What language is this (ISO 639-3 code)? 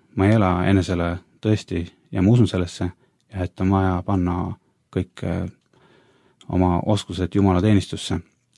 est